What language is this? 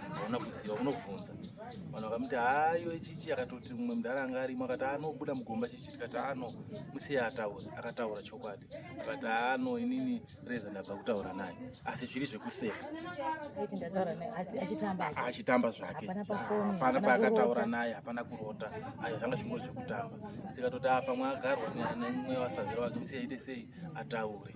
Shona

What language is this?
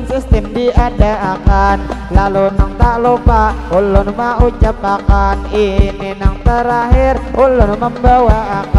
Banjar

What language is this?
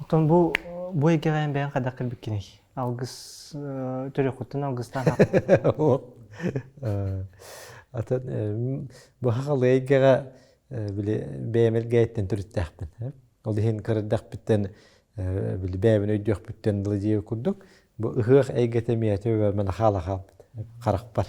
Yakut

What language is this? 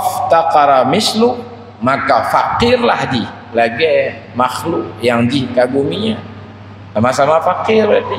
Achinese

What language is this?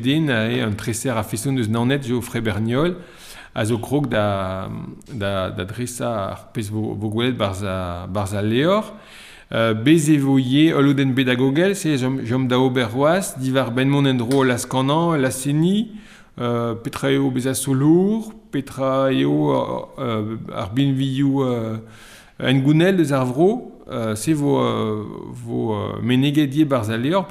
Breton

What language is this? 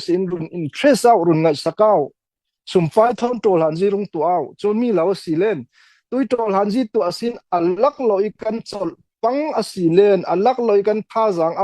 Falam Chin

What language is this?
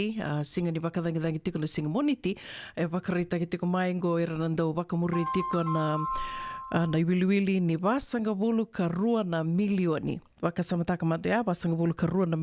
Fijian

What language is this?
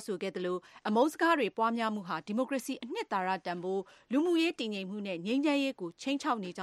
Burmese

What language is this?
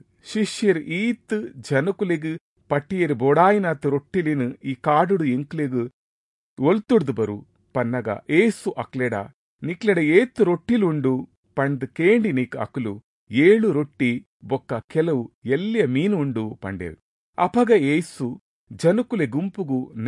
Tulu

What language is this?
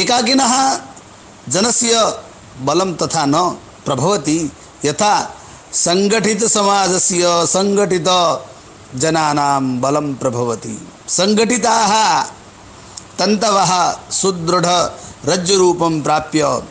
Sanskrit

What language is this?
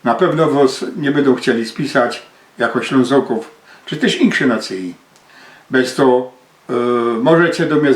Silesian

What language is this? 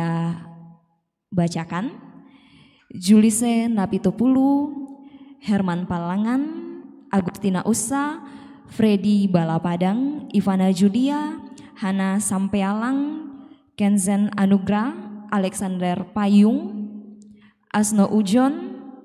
Toraja-Sa'dan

